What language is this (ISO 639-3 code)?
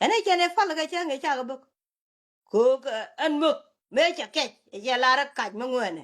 nus